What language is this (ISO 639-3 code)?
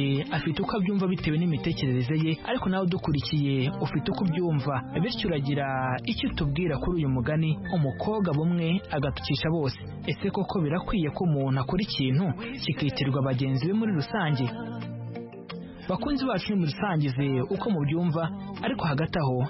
kin